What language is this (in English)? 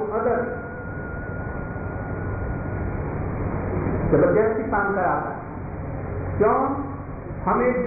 Hindi